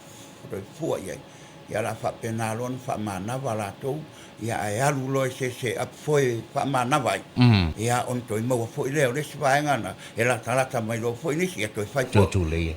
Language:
Samoan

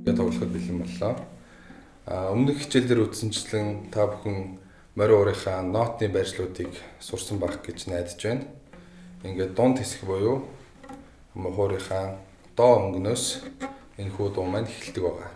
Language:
Mongolian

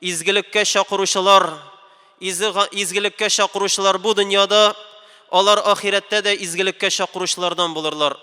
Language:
Tatar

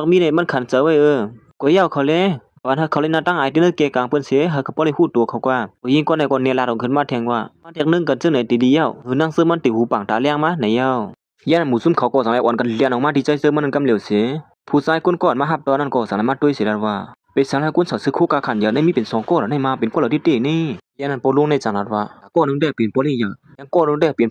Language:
Shan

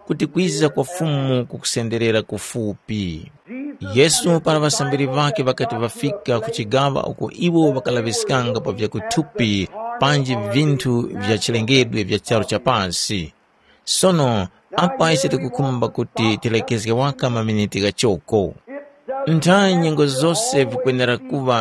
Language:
Tumbuka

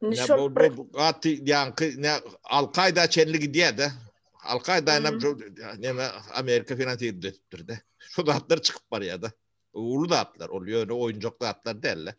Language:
Turkmen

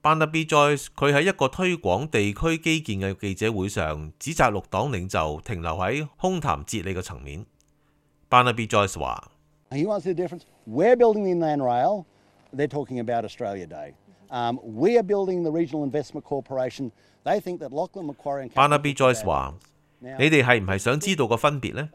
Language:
Cantonese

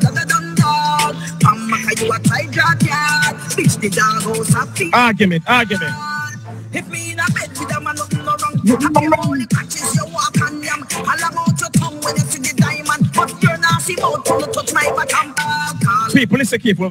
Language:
Jamaican Creole English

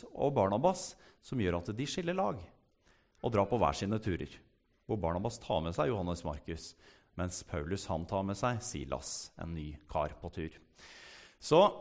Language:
Norwegian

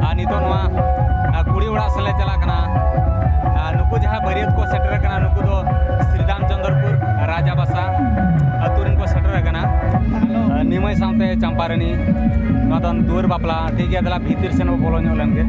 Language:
Santali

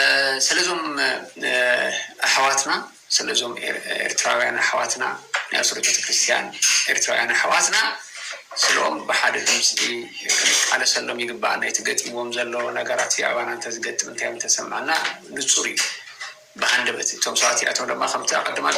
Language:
Tigrinya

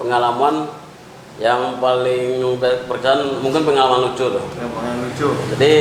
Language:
Minangkabau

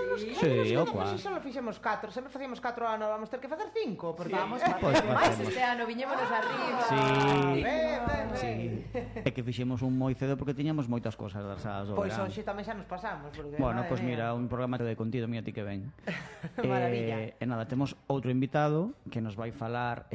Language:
Galician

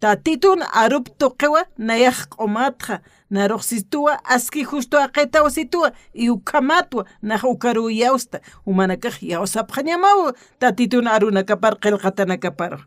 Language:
Aymara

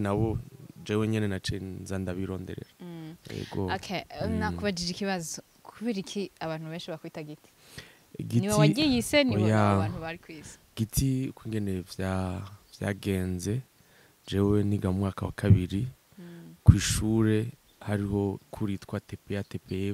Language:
Rundi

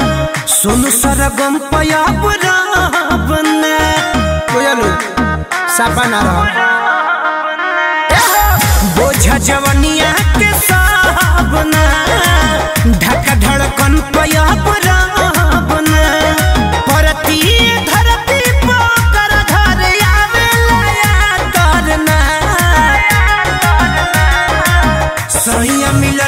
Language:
Bhojpuri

